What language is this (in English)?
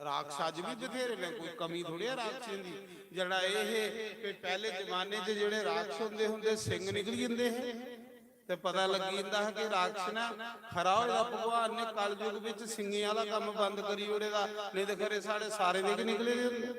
Dogri